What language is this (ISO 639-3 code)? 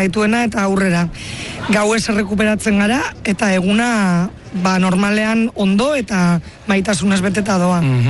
eus